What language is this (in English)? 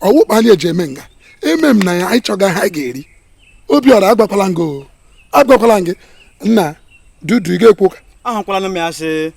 Igbo